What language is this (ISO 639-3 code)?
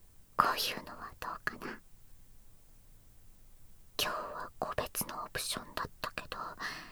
jpn